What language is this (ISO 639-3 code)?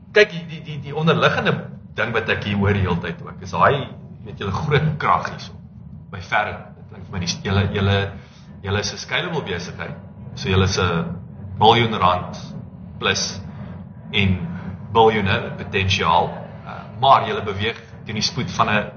afr